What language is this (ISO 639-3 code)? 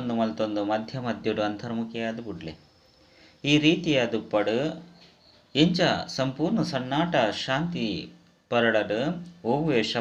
tcy